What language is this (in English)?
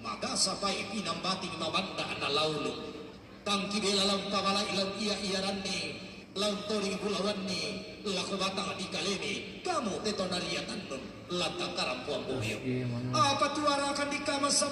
Toraja-Sa'dan